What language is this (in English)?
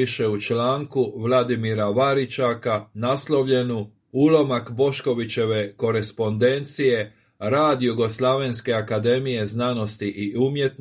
Croatian